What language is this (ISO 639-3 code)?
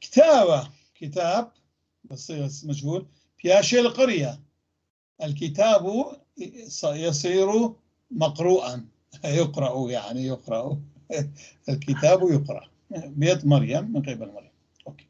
apc